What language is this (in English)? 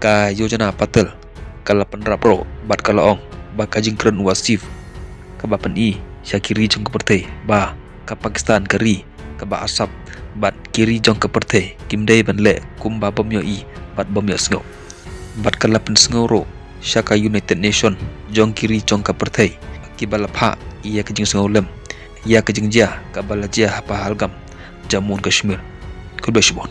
Khasi